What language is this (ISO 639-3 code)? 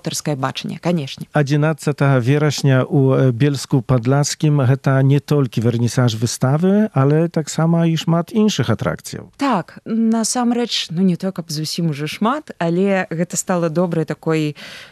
bel